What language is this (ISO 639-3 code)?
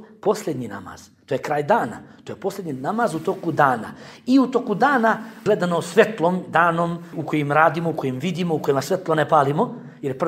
bos